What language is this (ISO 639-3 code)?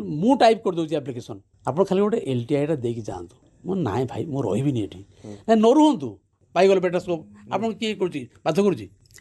ori